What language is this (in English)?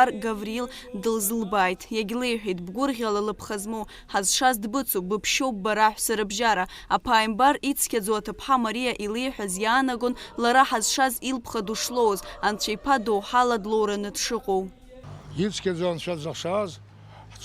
Abkhazian